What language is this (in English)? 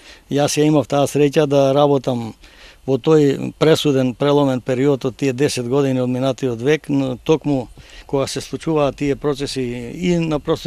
Macedonian